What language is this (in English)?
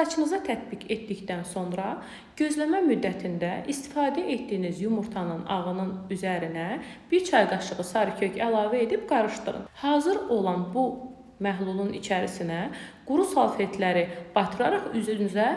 Azerbaijani